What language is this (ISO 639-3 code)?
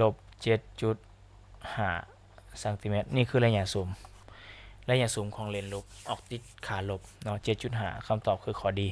lao